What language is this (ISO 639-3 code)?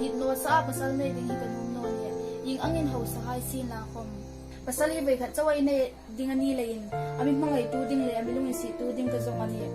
hmr